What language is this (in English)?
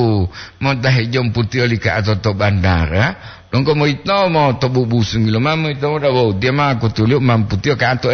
Gorontalo